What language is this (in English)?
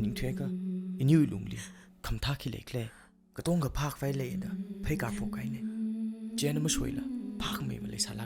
Tangkhul Naga (India)